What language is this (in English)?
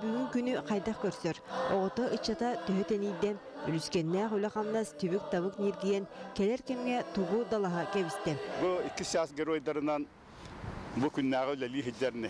Yakut